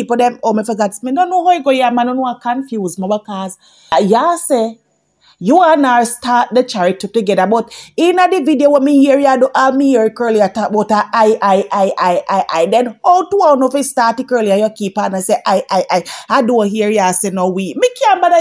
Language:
Jamaican Creole English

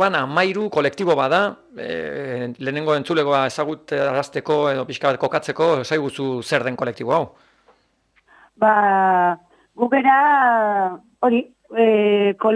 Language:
Basque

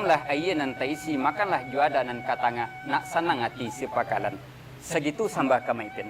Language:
Minangkabau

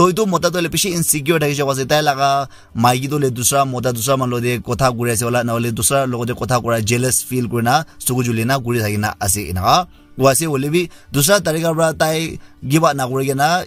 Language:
Naga Pidgin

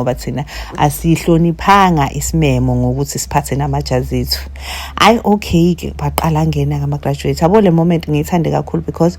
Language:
Zulu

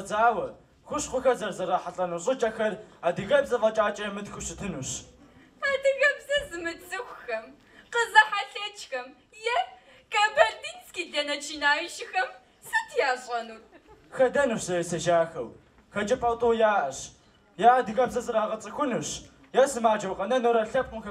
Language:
Kabardian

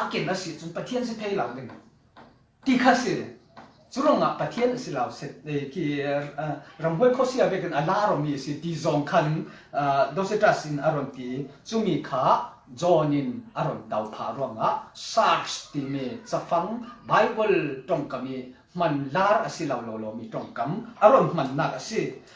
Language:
Falam Chin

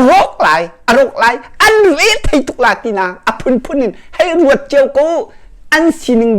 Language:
Hakha Chin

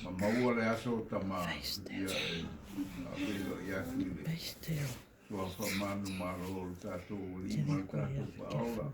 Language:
Samoan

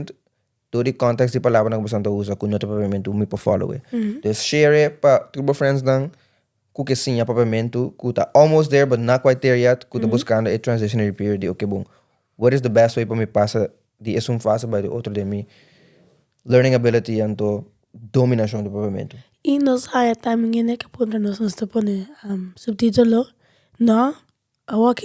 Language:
Papiamento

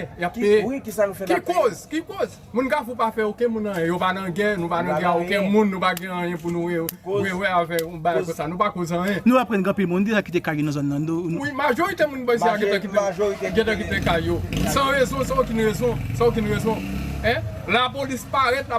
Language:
Haitian Creole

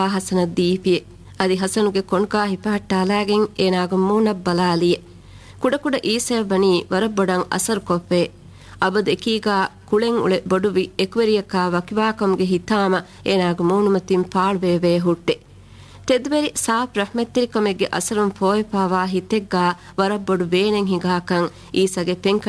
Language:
Divehi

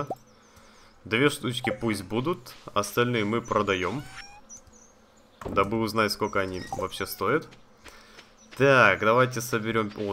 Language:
Russian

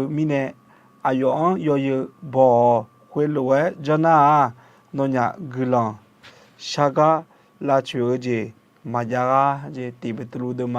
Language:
Akha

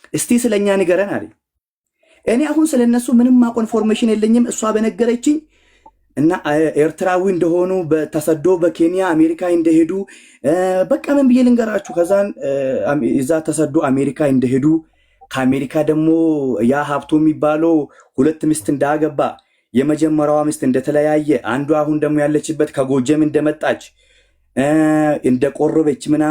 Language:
Amharic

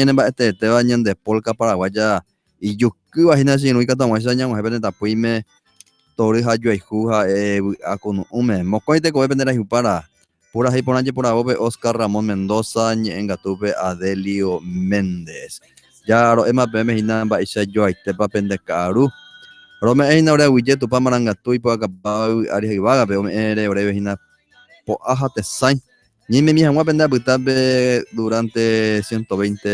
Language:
Guarani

